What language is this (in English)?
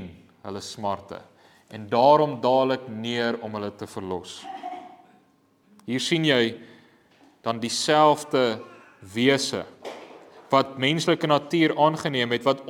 Afrikaans